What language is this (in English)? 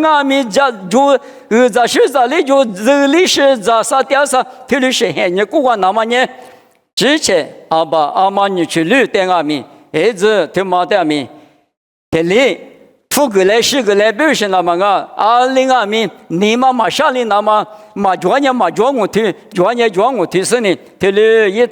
Lisu